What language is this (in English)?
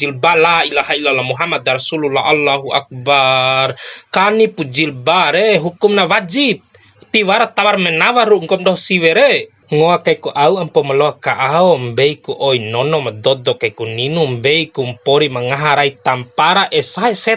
Bima